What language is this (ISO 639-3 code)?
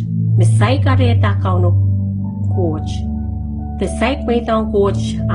pon